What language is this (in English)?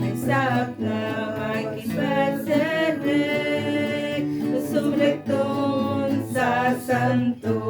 Iloko